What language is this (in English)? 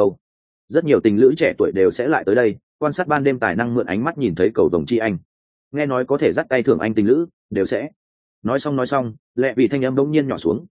Vietnamese